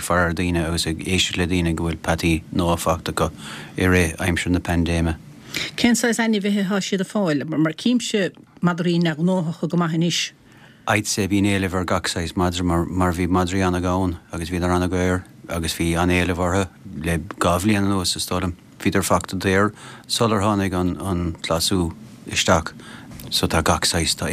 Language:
Irish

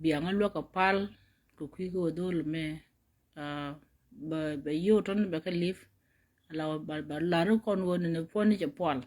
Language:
Nuer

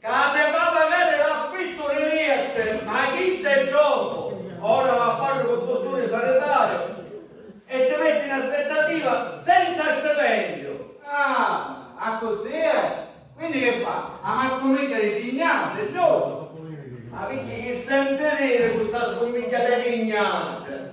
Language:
Sicilian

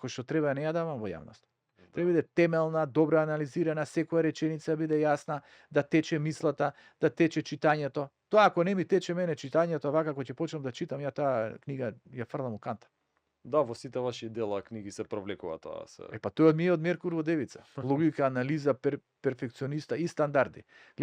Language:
Macedonian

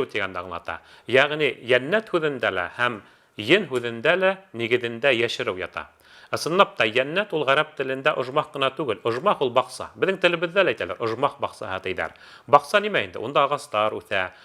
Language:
Bashkir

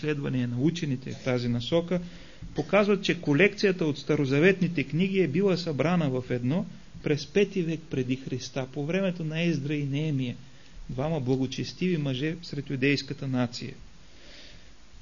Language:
Bulgarian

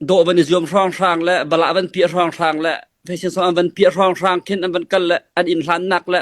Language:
Hakha Chin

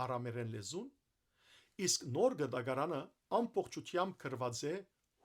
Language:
Western Armenian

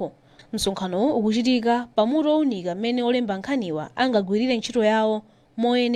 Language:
Nyanja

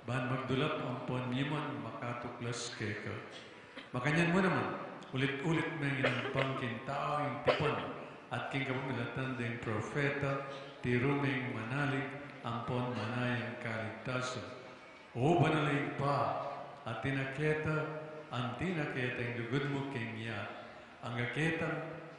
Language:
Pampanga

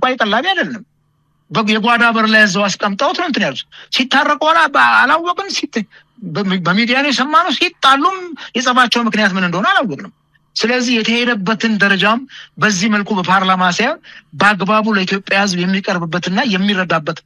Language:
Amharic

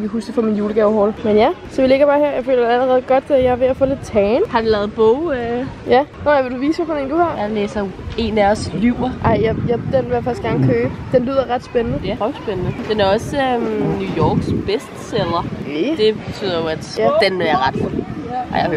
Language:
Danish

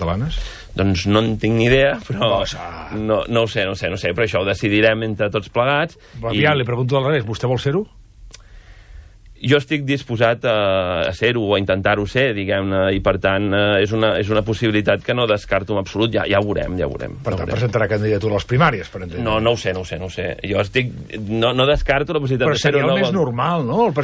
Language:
Catalan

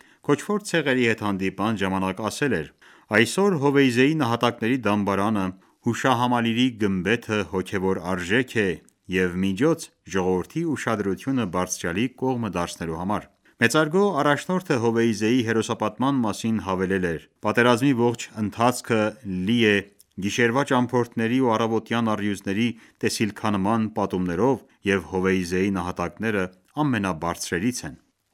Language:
Armenian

